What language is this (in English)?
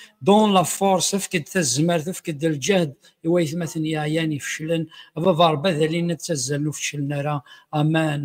Kabyle